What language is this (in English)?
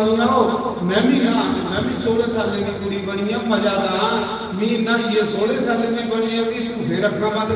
Dogri